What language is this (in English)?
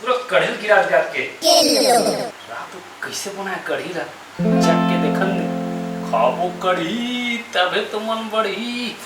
Chhattisgarhi